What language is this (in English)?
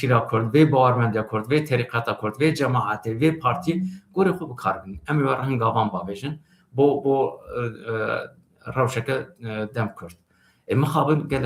Kurdish